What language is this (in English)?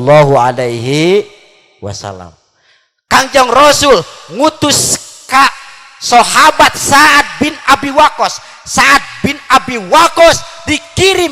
Sundanese